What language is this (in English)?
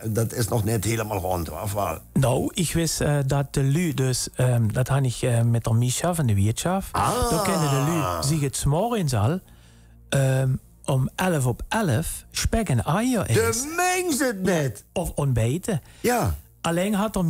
Limburgish